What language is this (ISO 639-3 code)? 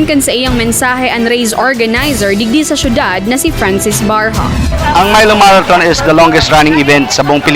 bik